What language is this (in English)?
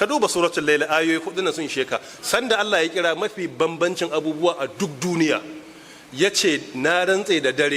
Hausa